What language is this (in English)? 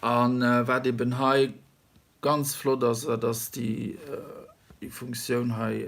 Luxembourgish